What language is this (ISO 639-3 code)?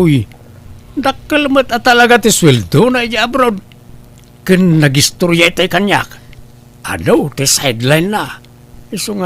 ilo